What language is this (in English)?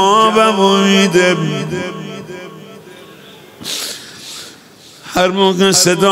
Persian